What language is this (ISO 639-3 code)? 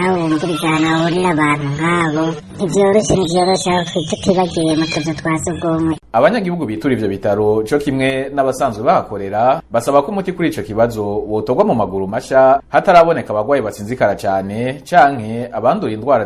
run